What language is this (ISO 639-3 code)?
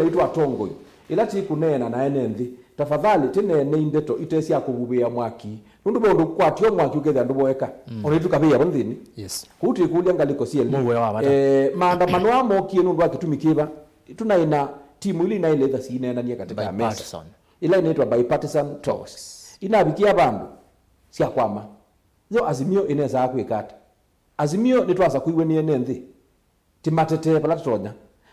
kam